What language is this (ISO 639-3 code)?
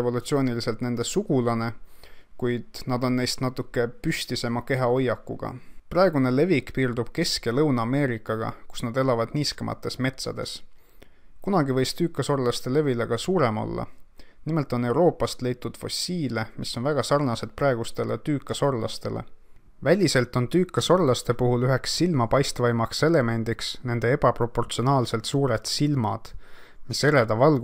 est